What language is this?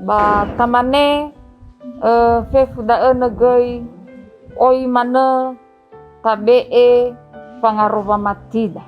Nias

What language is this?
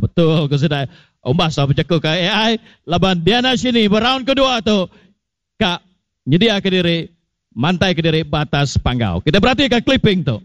Iban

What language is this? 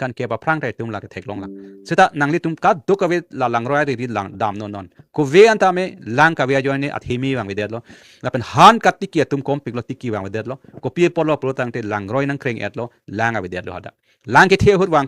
Karbi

